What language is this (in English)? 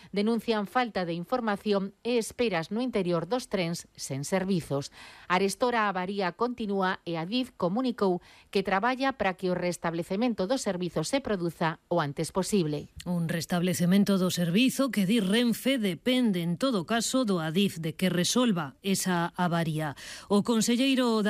Galician